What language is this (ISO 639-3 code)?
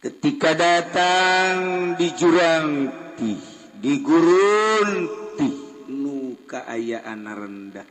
sun